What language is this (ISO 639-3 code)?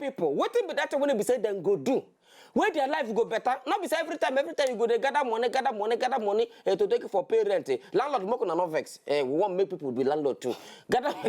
pcm